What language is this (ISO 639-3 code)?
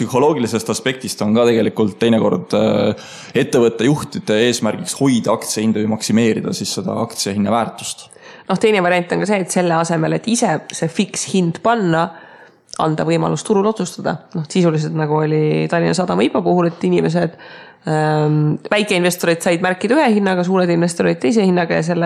est